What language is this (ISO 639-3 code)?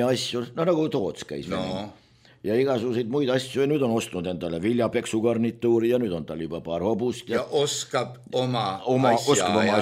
est